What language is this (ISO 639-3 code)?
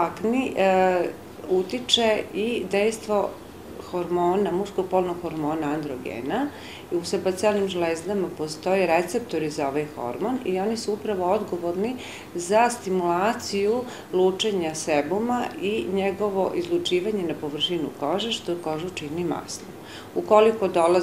srp